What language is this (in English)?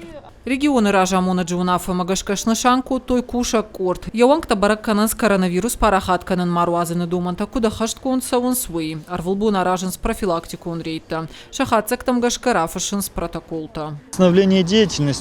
Ossetic